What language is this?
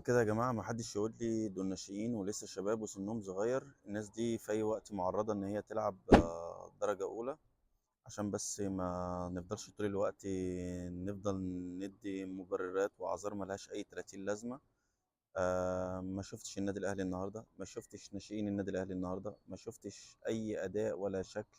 Egyptian Arabic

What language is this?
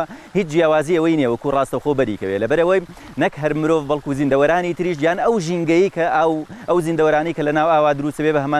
Central Kurdish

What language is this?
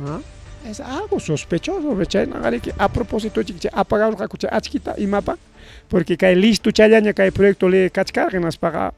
Ayacucho Quechua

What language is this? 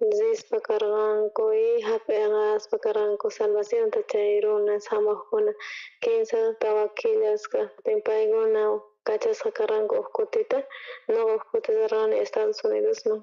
South Bolivian Quechua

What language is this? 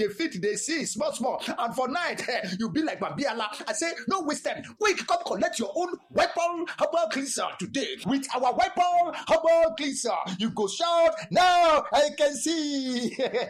Nigerian Pidgin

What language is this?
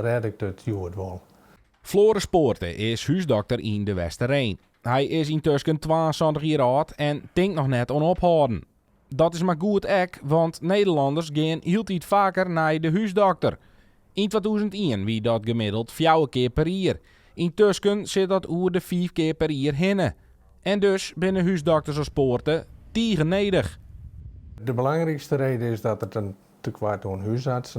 Western Frisian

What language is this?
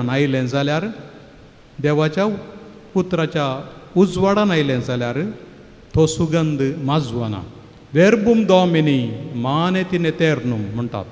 Konkani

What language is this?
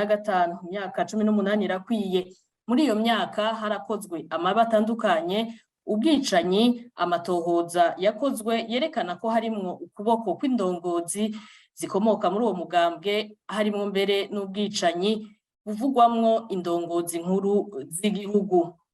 Rundi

